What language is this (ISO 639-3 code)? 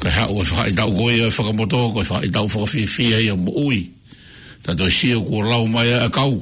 ton